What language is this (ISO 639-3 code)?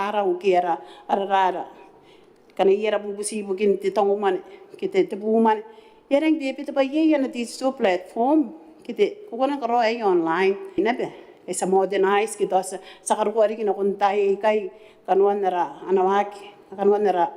gil